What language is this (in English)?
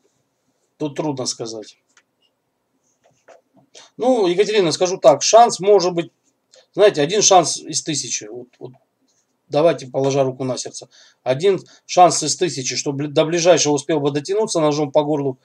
Russian